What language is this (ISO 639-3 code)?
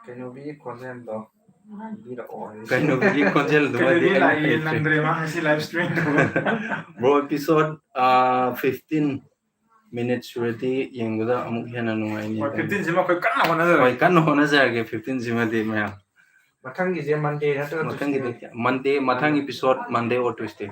mni